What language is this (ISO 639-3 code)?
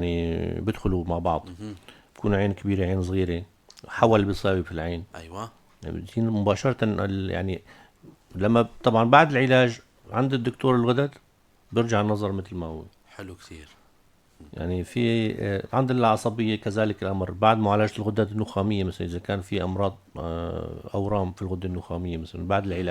apc